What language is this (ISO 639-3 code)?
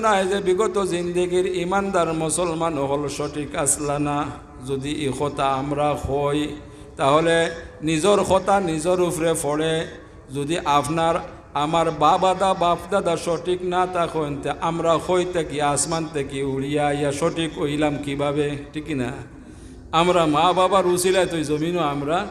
syl